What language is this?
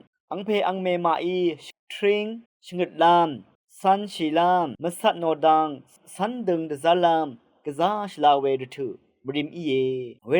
Rawang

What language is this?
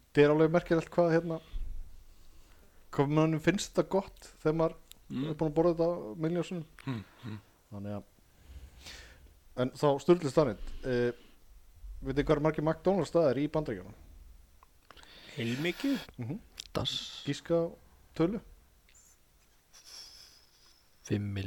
Icelandic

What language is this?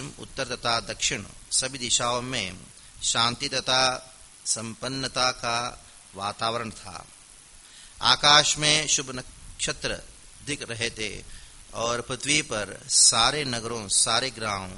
Hindi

